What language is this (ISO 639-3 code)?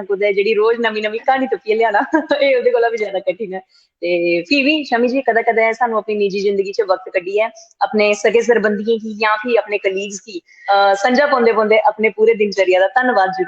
doi